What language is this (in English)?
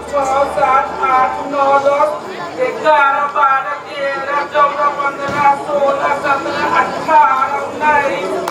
Maithili